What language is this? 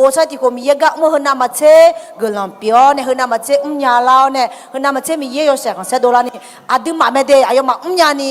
Akha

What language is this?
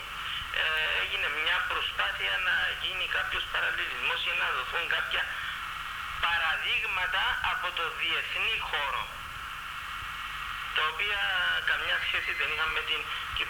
Greek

